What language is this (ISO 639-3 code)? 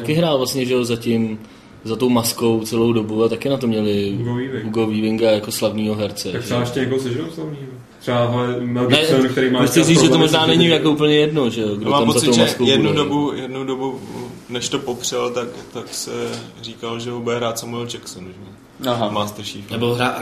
ces